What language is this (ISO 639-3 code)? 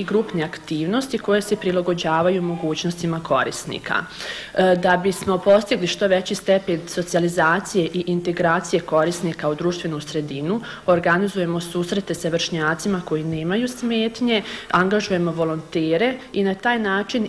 bos